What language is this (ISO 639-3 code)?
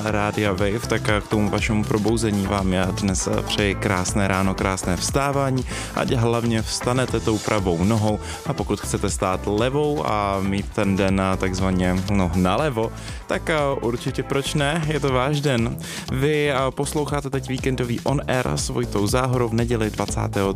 ces